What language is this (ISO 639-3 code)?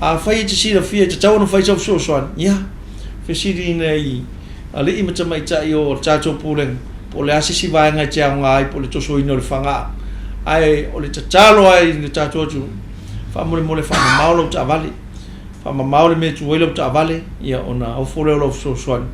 smo